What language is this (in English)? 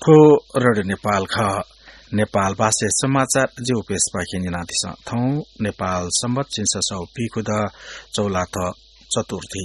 Newari